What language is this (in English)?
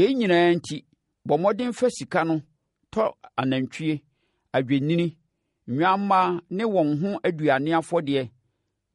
Akan